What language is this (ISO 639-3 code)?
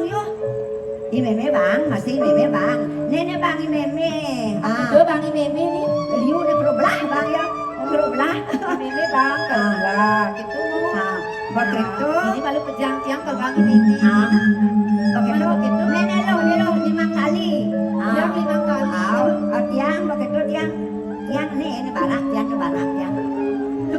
ban